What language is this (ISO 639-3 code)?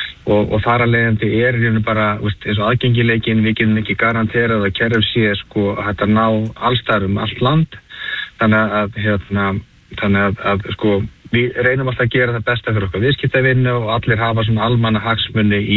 isl